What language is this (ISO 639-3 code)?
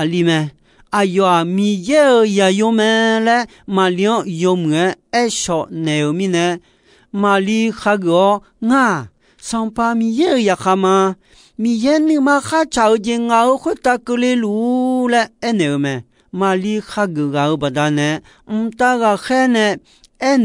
ahk